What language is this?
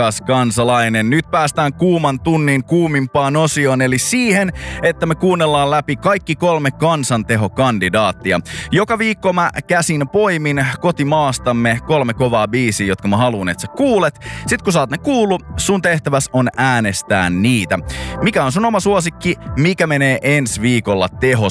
Finnish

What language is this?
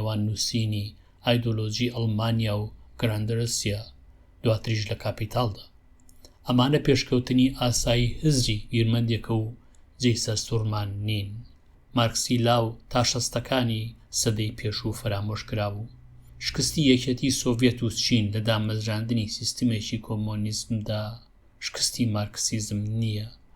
Central Kurdish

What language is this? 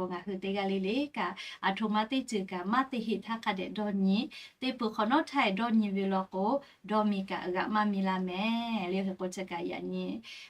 Lahu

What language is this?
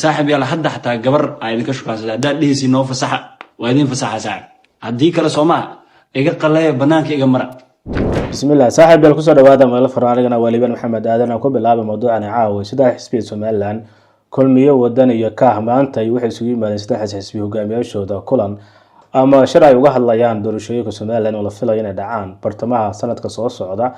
Somali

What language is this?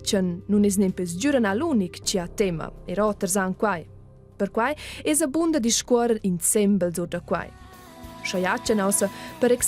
Romansh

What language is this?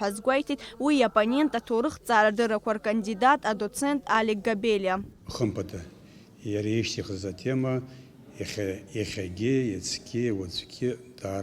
Abkhazian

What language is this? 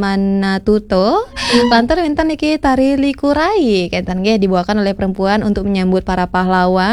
Balinese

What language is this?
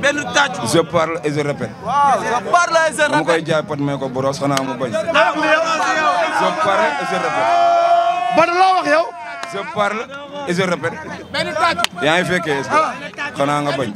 Wolof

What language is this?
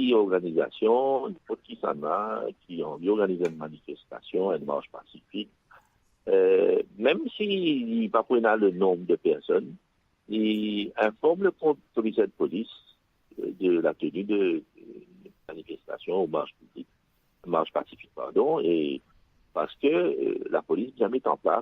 Morisyen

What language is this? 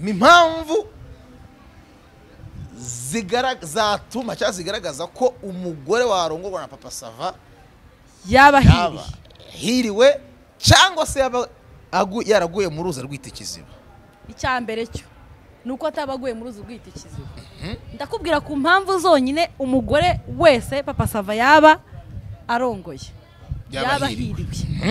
Kinyarwanda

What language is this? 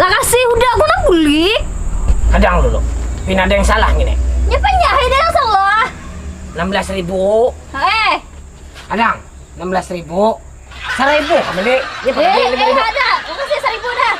Banjar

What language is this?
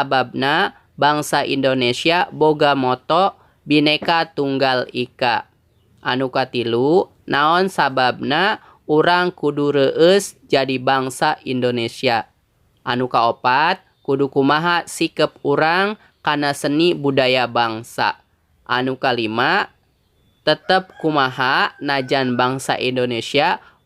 Sundanese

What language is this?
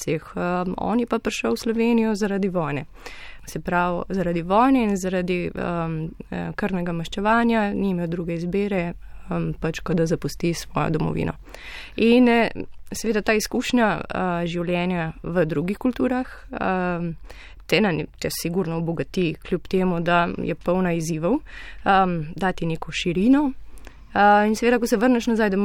Slovenian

